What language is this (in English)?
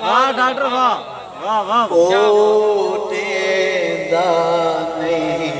Saraiki